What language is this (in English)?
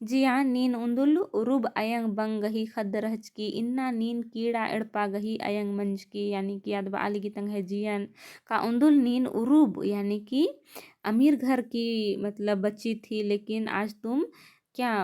Kurukh